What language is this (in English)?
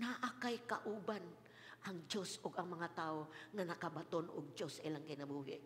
Cebuano